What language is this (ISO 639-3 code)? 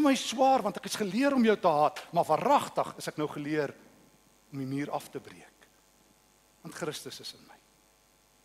afr